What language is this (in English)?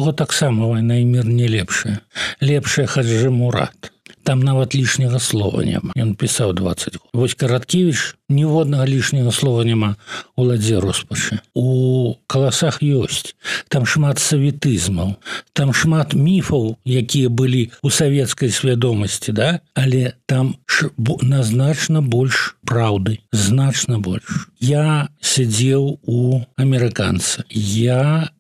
Belarusian